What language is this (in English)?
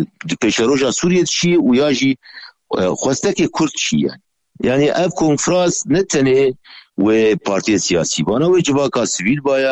Kurdish